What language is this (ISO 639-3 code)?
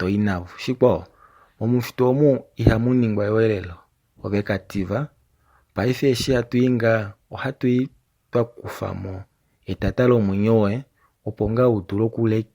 kua